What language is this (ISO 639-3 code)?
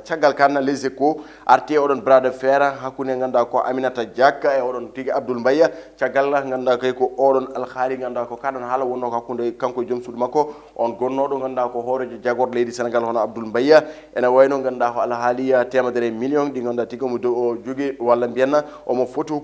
ful